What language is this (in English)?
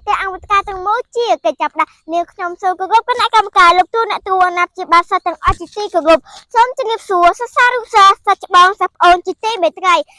Khmer